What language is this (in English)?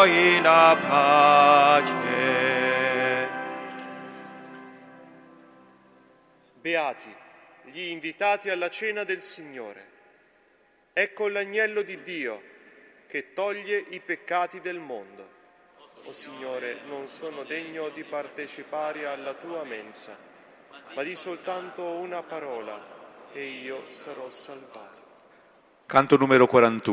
Italian